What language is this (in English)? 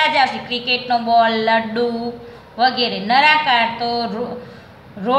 Gujarati